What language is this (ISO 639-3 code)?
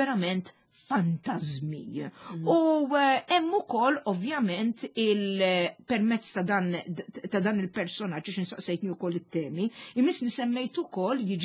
mlt